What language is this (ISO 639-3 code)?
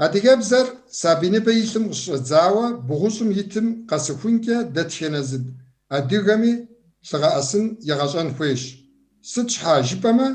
kbd